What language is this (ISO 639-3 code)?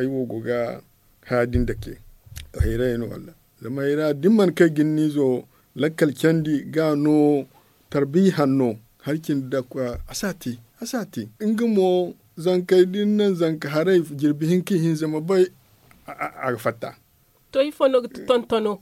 dje